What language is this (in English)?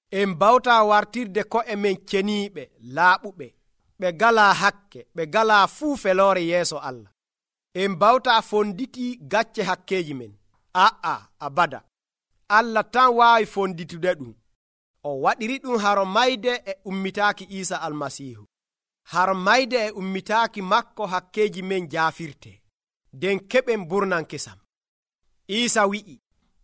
Nigerian Fulfulde